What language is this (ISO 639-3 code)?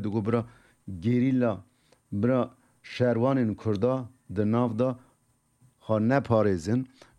kur